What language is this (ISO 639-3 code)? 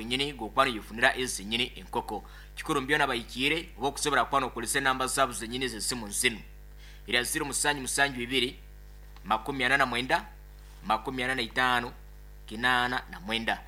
nyn